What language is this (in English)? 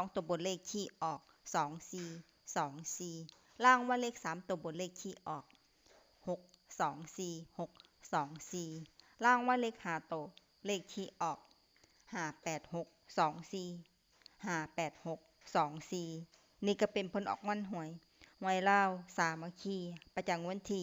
Lao